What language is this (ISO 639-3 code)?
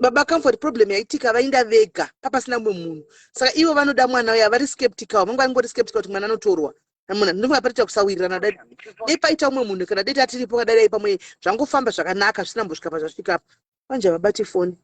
sna